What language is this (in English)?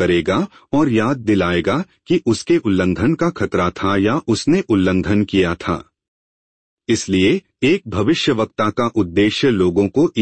Hindi